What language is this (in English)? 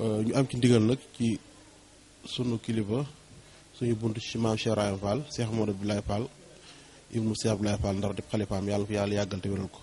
Wolof